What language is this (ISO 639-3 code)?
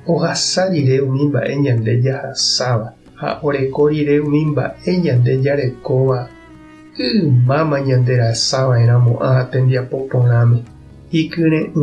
grn